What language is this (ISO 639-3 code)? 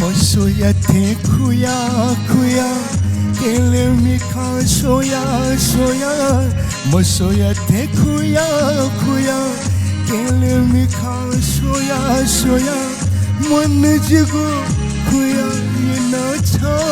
new